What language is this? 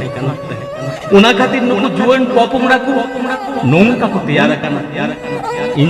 Santali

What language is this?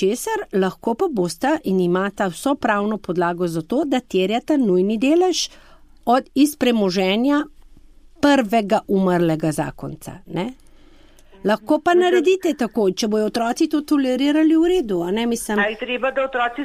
Slovenian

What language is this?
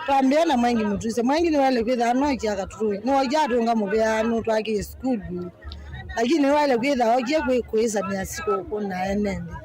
Kamba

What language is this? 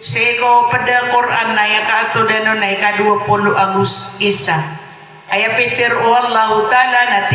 Maranao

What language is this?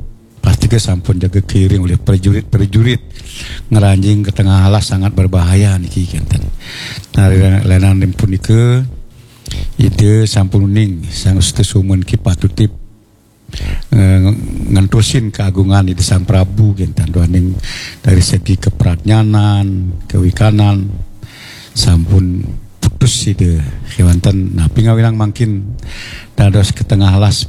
Balinese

